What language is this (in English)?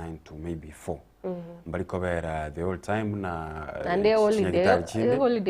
Gusii